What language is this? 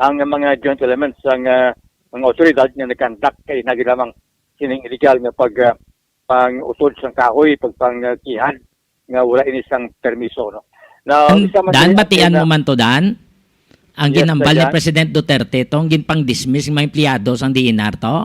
Hiligaynon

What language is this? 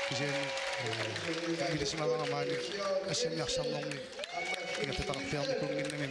Kalaallisut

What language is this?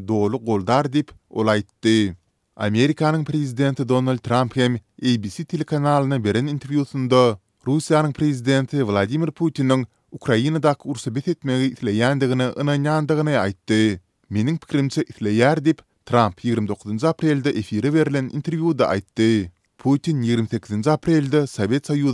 Turkmen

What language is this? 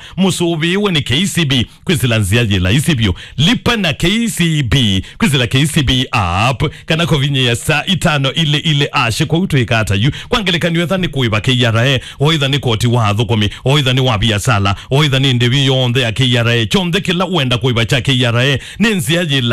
Kamba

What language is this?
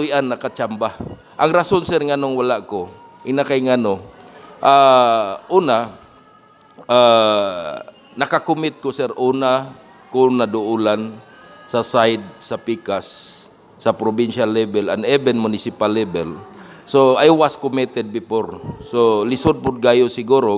Cebuano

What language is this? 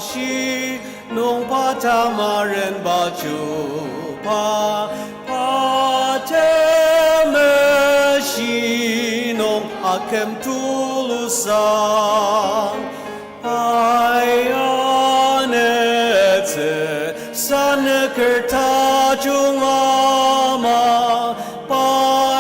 Ao Naga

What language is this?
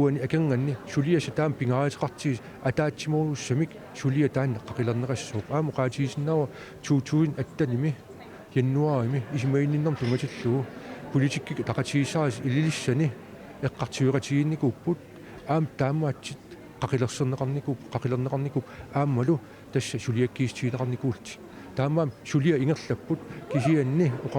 Kalaallisut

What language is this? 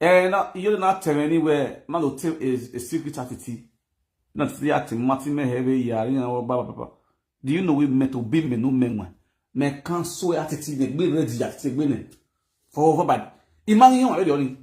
Nigerian Pidgin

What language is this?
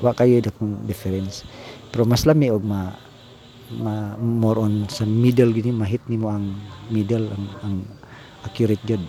Cebuano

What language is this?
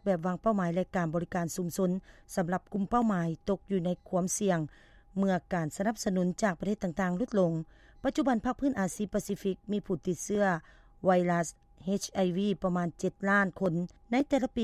Lao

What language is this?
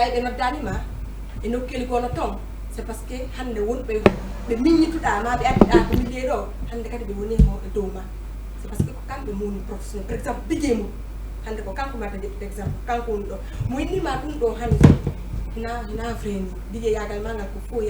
Fula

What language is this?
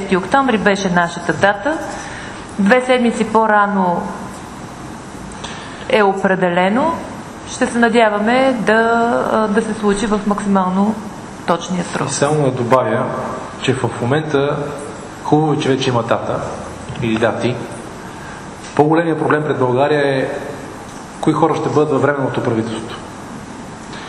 Bulgarian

